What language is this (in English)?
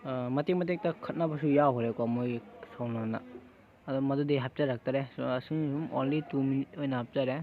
Manipuri